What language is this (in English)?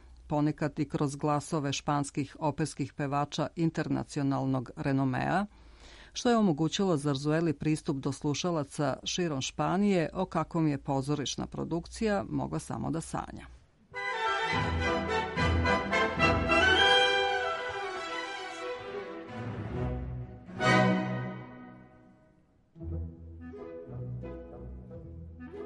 Serbian